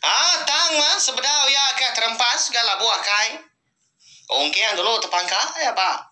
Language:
Iban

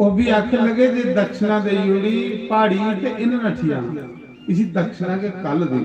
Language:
Dogri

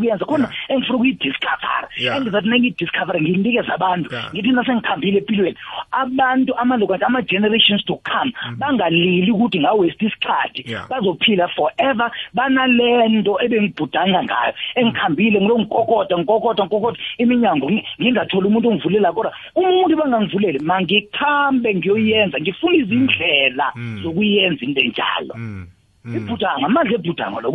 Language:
South Ndebele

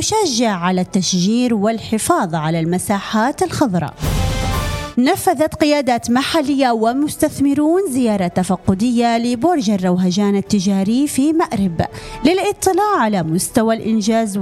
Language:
Arabic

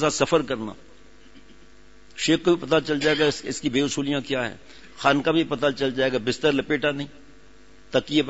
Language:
Urdu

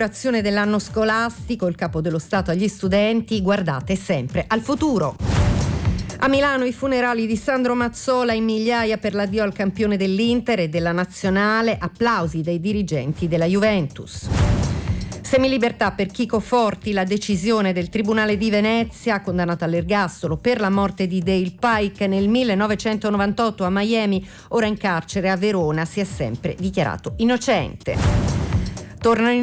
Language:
Italian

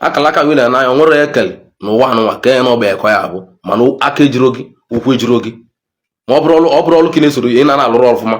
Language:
Igbo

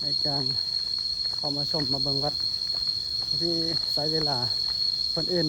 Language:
Northeastern Thai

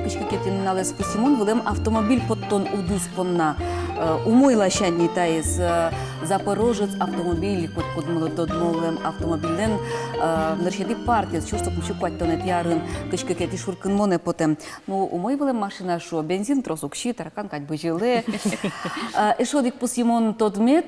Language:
Udmurt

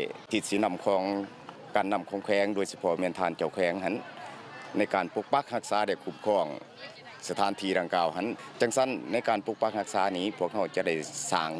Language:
Lao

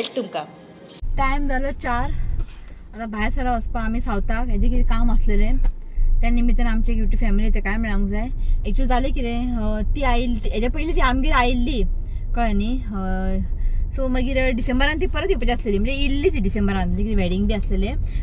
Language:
Konkani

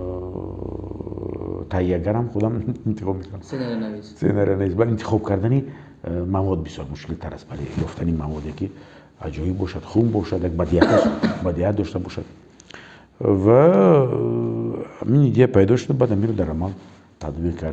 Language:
Tajik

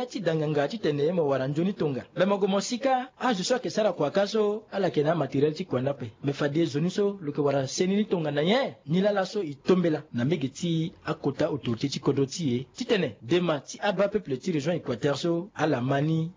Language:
Sango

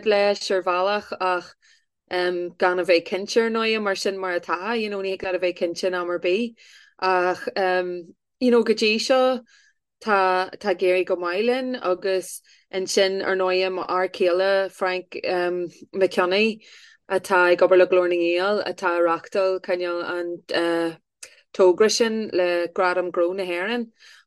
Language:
Irish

